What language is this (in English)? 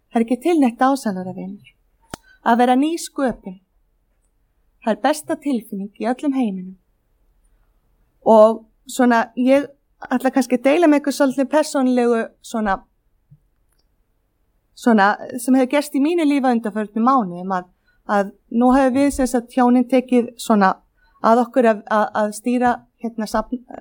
Icelandic